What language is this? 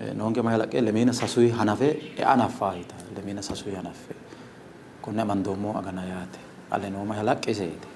Sidamo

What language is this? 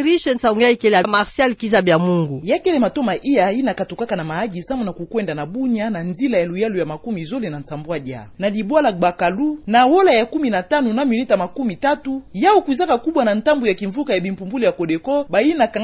Kituba (Democratic Republic of Congo)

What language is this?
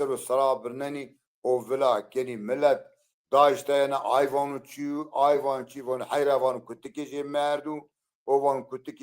Zaza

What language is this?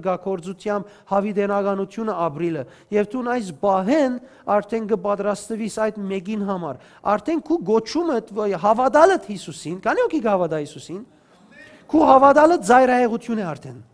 Western Armenian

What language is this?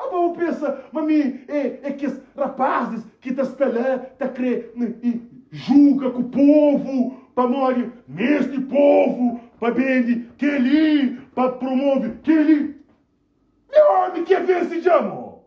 Kabuverdianu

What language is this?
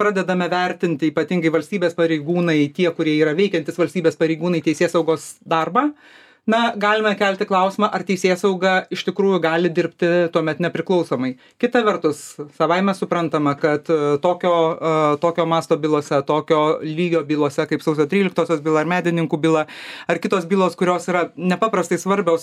Lithuanian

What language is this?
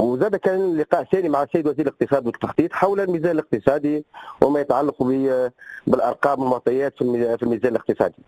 Tunisian Arabic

